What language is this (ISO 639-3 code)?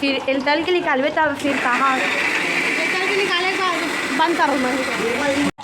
hne